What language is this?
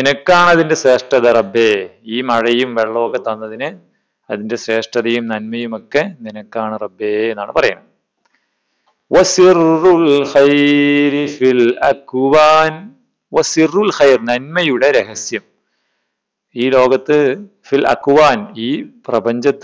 Malayalam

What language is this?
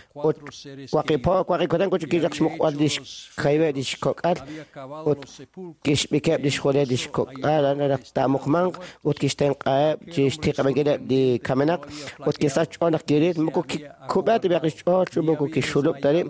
Kekchí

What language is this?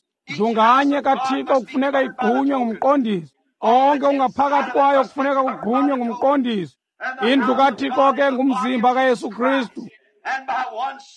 Xhosa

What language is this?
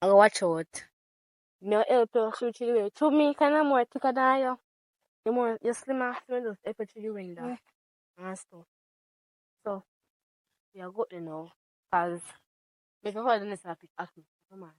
Jamaican Creole English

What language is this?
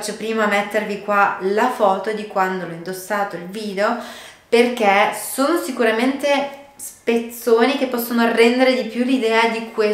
Italian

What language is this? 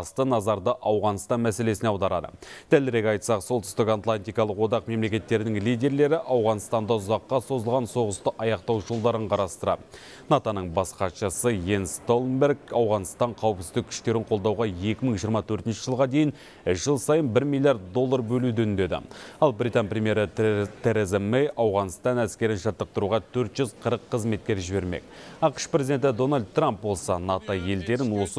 Kazakh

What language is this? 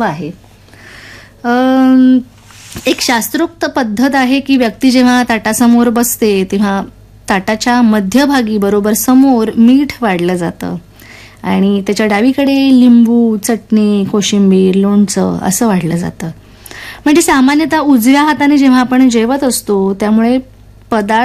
Marathi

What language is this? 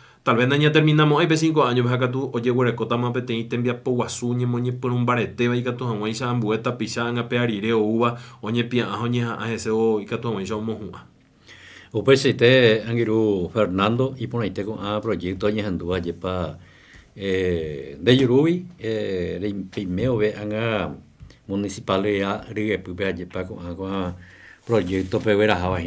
Guarani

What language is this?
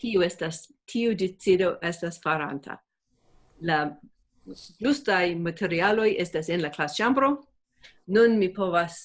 Esperanto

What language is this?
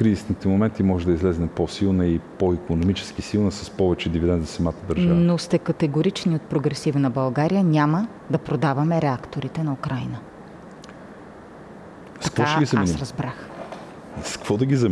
Bulgarian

